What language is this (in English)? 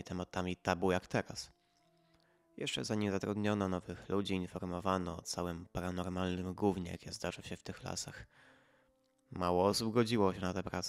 Polish